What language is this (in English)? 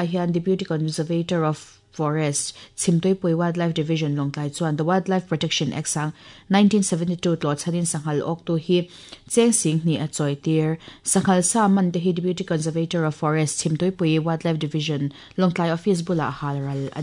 Mizo